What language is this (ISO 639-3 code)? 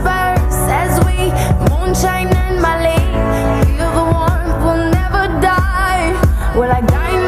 pmx